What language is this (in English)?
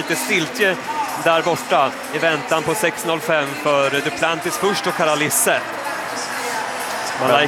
Swedish